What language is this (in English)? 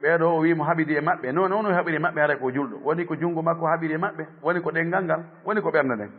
Fula